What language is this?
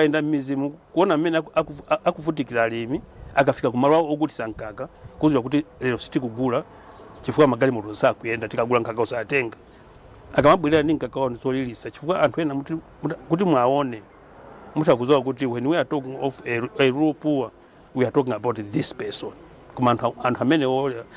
Nyanja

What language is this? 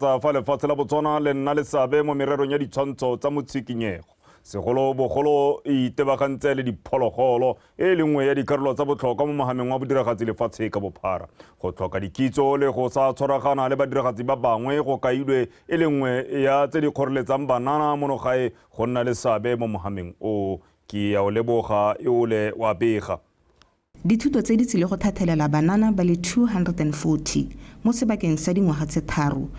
Tswana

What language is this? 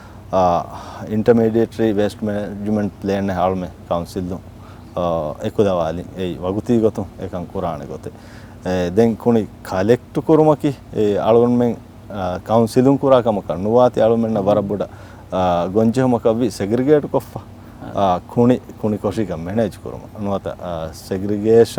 Divehi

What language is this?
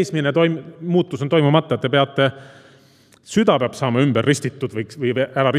Estonian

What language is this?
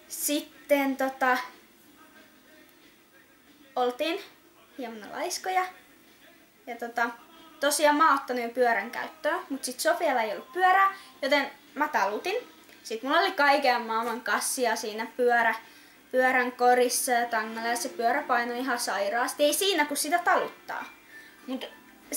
Finnish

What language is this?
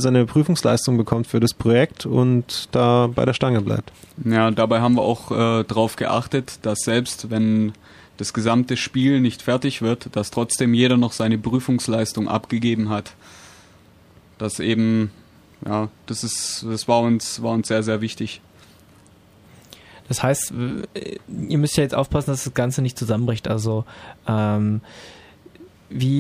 German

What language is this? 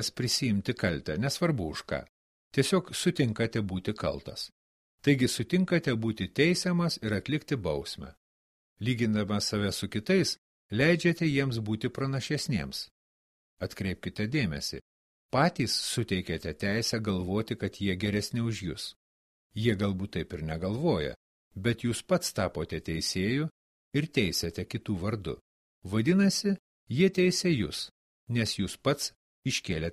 Lithuanian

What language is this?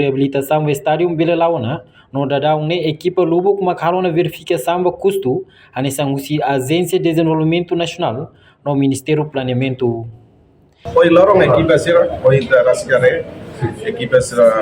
Tetum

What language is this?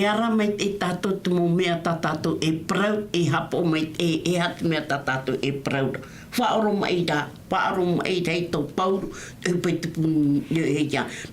Tahitian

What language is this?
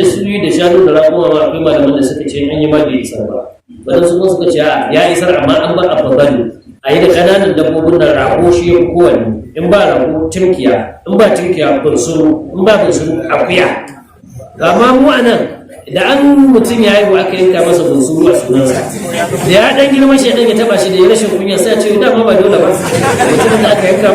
Hausa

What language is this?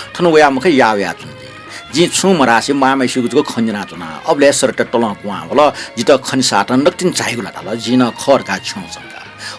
Newari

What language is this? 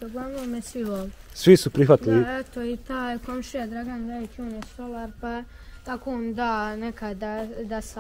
Bosnian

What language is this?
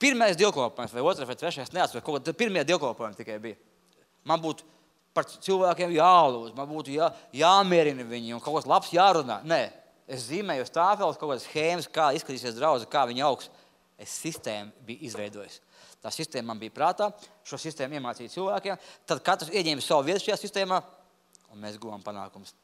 Latvian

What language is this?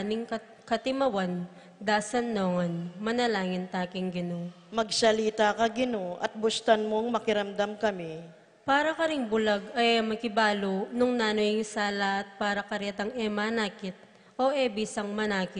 Pampanga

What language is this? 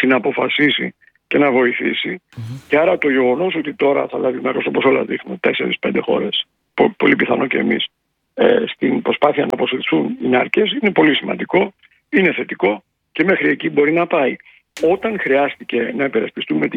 Greek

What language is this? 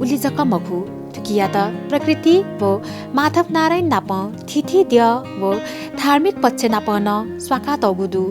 Newari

